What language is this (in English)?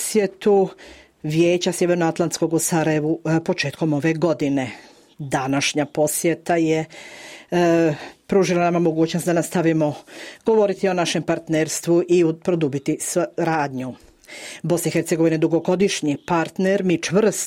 Bosnian